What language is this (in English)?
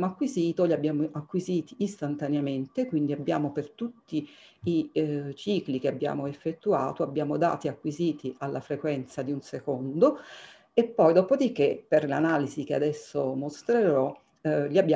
Italian